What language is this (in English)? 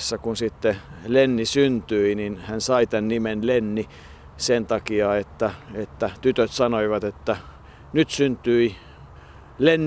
Finnish